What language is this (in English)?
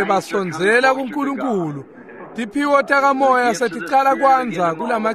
Swati